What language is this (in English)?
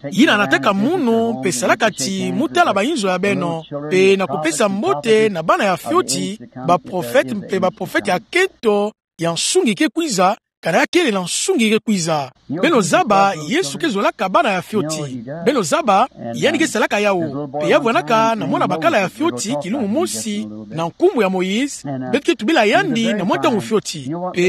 Kituba (Democratic Republic of Congo)